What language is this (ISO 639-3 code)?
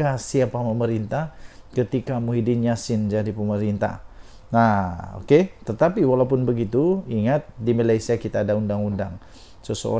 msa